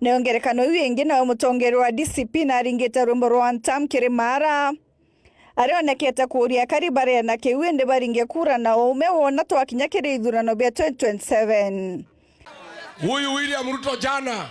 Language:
Meru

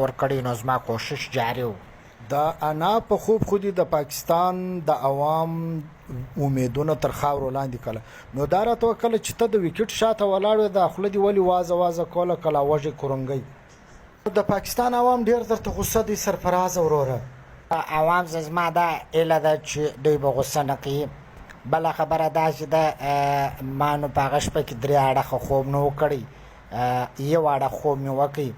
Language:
Pashto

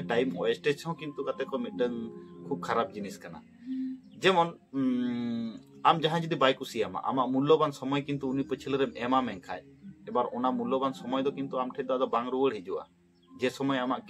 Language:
Santali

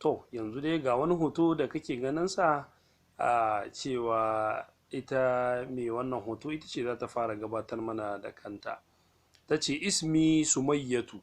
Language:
Hausa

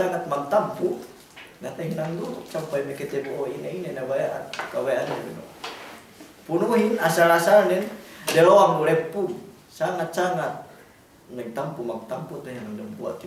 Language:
Yakan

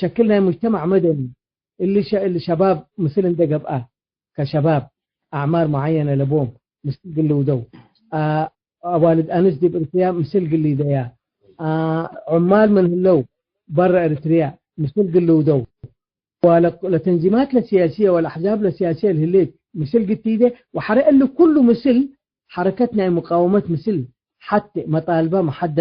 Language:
Tigre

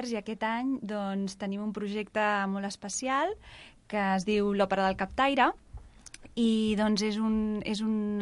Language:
Catalan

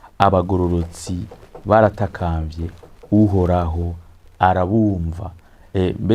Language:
Rundi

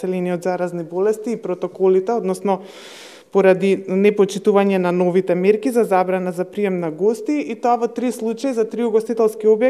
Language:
Macedonian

